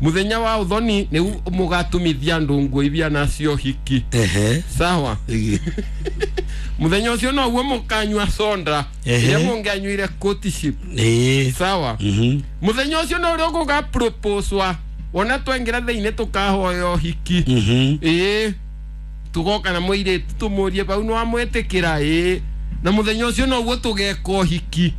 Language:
Kikuyu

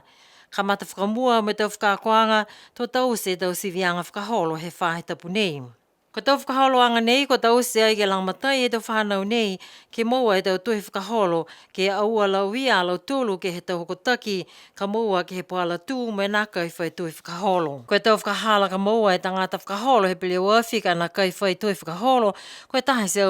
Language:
Niuean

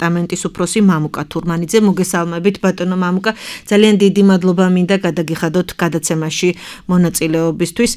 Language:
Georgian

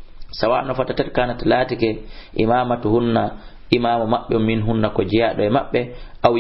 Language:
Fula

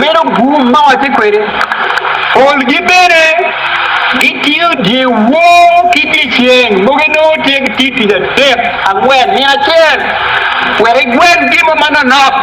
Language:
Acoli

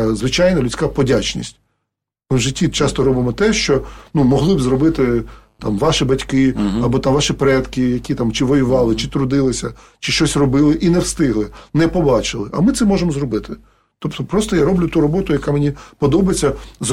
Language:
Ukrainian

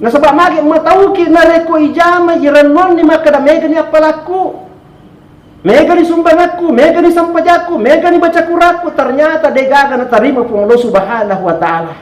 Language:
Buginese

